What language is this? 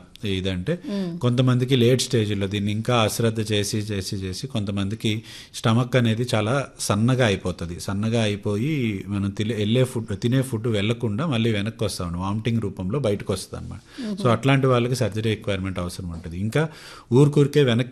Telugu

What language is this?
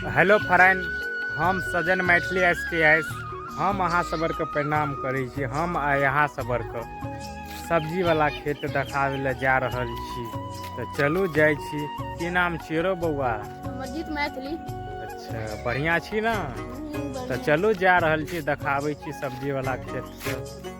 Maithili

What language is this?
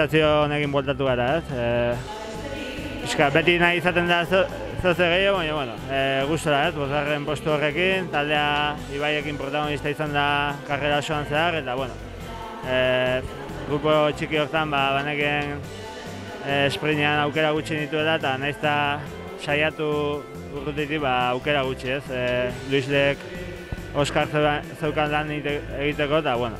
Basque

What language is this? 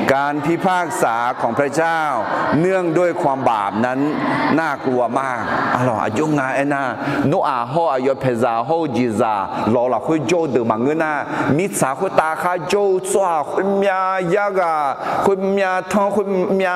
Akha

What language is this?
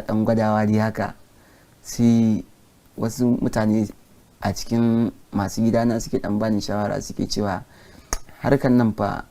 Hausa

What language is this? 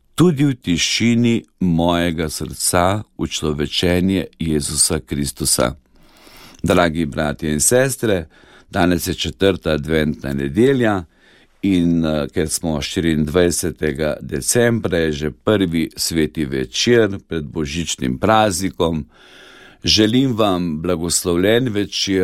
Slovenian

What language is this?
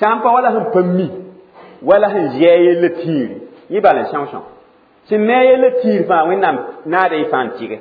Mossi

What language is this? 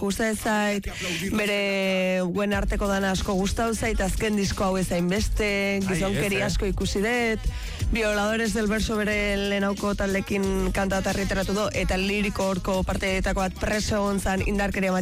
Basque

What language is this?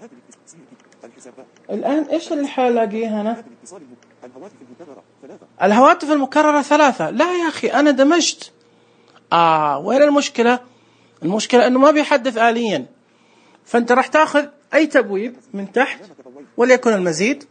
Najdi Arabic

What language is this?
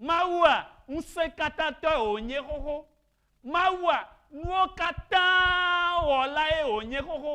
Ewe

